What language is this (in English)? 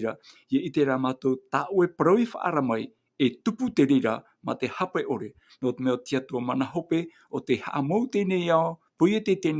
Tahitian